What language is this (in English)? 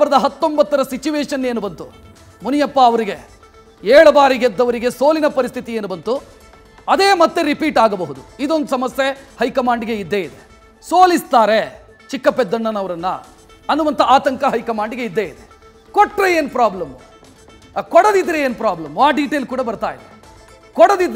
Kannada